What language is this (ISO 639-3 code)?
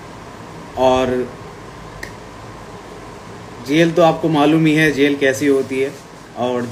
hin